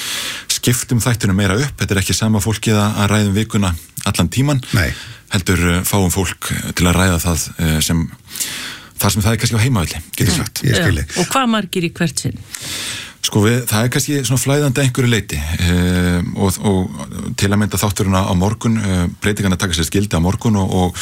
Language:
Icelandic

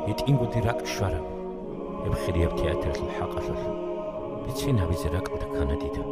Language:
Avaric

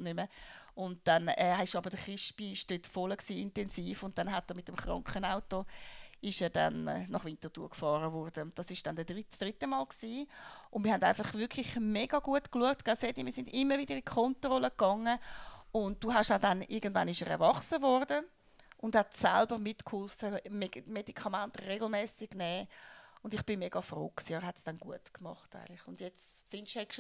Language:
Swiss German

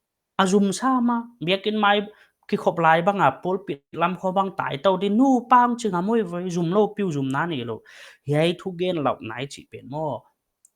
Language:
Paite Chin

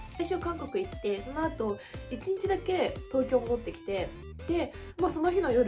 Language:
Japanese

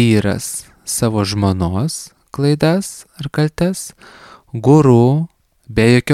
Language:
Lithuanian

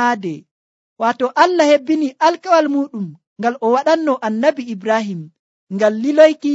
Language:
Nigerian Fulfulde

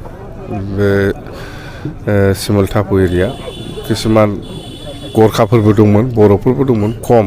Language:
Bodo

